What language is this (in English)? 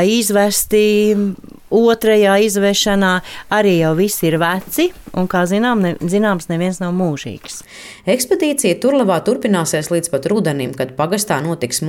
Latvian